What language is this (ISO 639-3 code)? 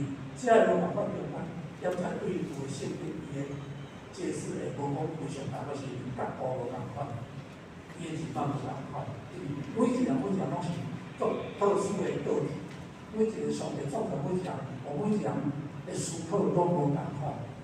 nan